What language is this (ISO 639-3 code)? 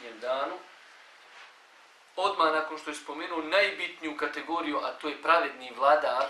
bos